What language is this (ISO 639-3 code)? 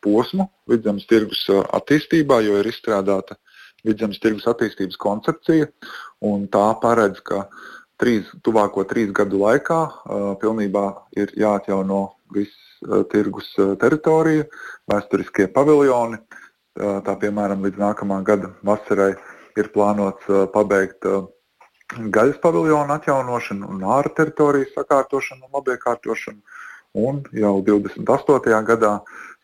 lav